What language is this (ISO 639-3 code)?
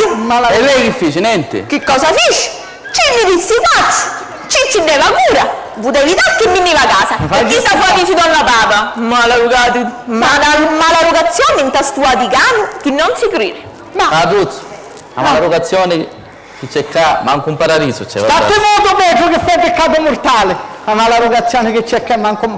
scn